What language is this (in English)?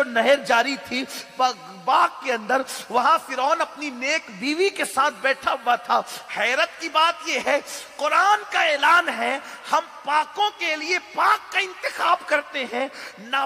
Urdu